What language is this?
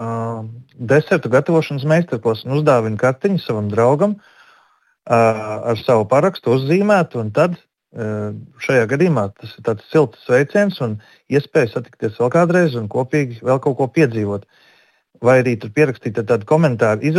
Latvian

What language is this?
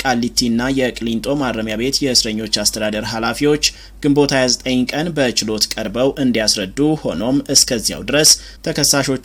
Amharic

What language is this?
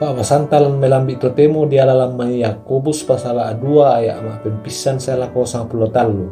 Toraja-Sa'dan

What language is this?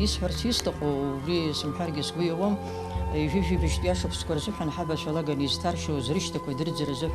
Abkhazian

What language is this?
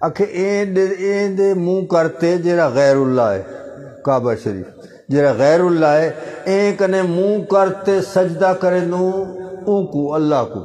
Saraiki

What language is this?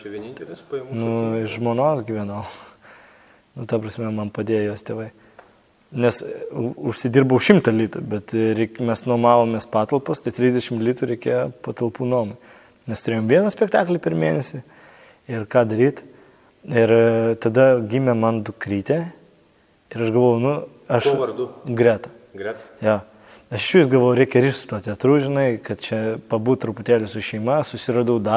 Lithuanian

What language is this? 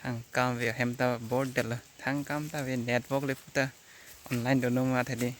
Karbi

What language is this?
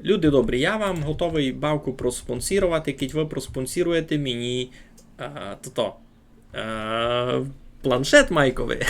Rusyn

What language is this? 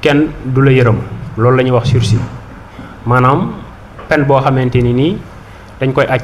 Wolof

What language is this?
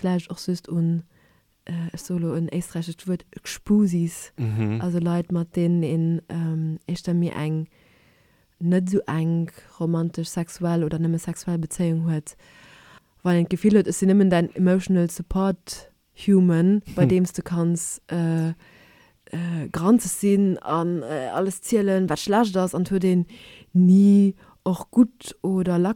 Luxembourgish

